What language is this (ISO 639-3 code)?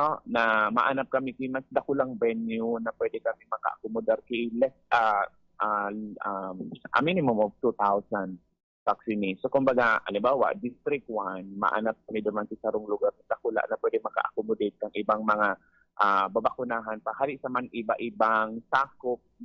bik